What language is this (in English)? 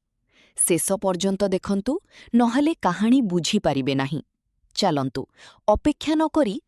Odia